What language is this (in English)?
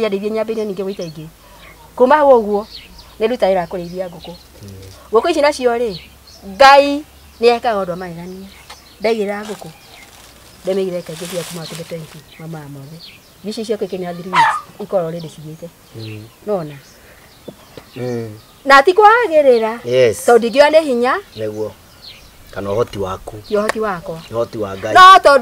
Kikuyu